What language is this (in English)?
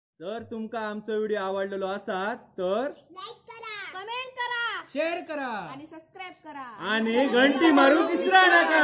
Konkani